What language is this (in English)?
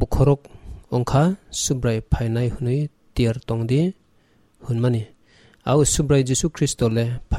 Kok Borok